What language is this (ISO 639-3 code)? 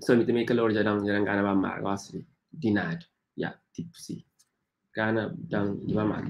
kea